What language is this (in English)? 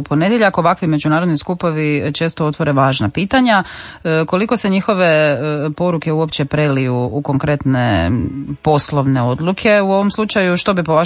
Croatian